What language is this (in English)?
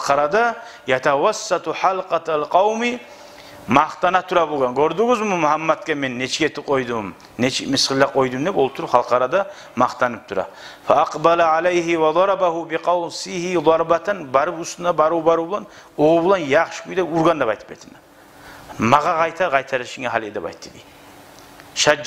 Kumyk